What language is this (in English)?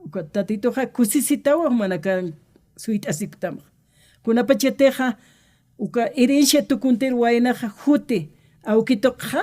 Aymara